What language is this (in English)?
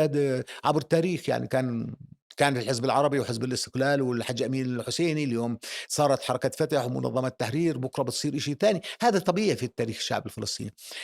North Levantine Arabic